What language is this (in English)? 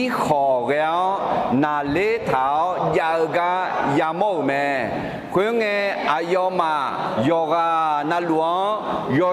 Akha